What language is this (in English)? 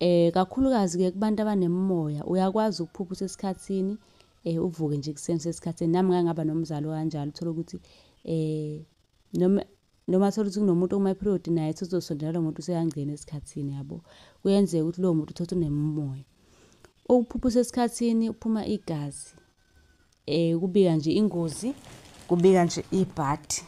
Zulu